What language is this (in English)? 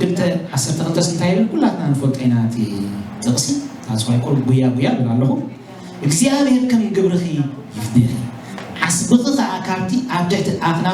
Tigrinya